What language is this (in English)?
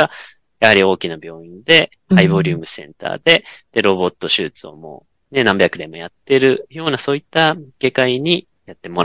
Japanese